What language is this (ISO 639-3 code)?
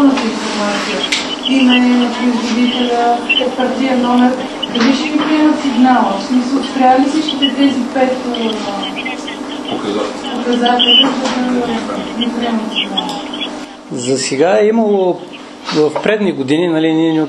bul